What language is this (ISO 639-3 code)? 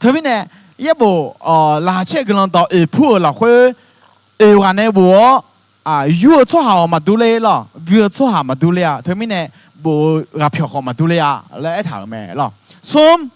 ahk